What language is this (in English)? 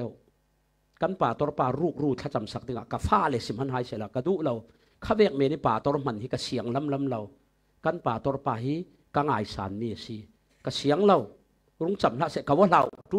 Falam Chin